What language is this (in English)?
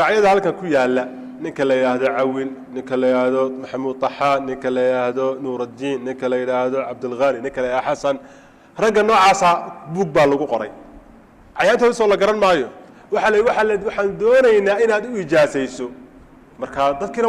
Somali